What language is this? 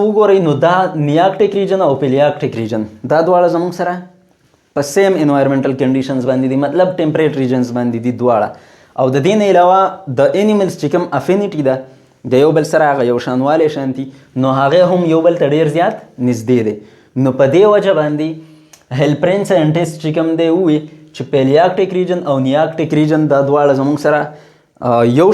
Pashto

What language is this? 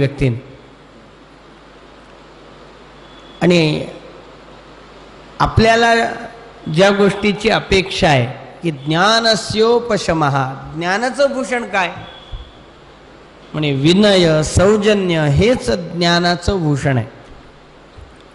Marathi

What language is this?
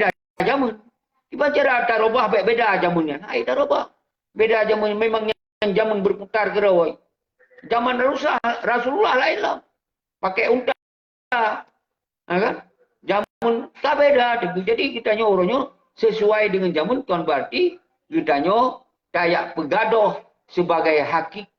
Achinese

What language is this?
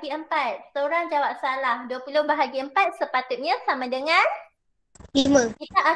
Malay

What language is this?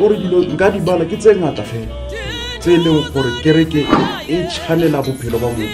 Northern Sotho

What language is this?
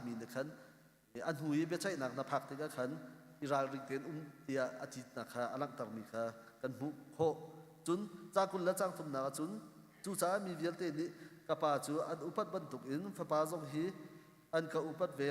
Hakha Chin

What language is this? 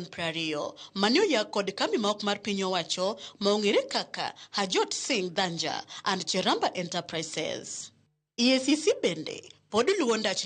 Luo (Kenya and Tanzania)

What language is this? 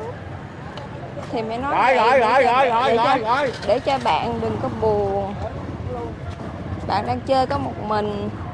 Vietnamese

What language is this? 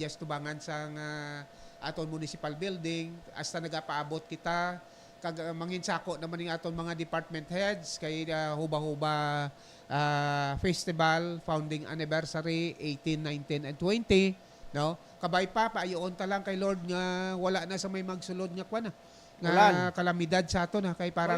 Hiligaynon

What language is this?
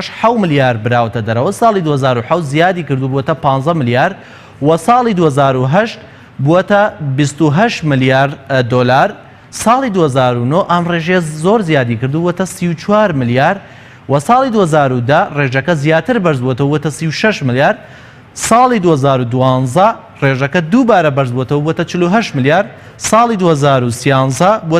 Central Kurdish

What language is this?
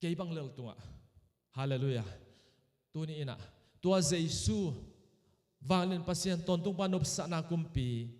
Tedim Chin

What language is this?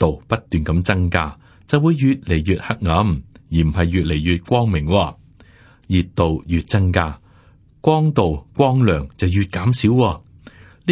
Cantonese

